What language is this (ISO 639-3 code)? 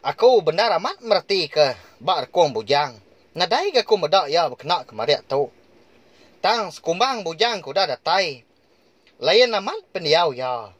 iba